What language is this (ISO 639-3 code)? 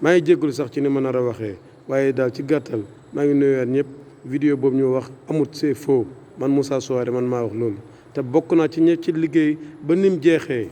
wol